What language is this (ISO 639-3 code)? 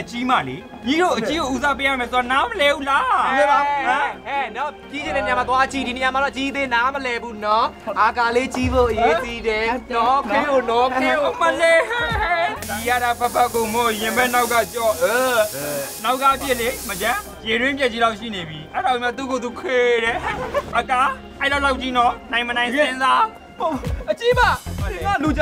mya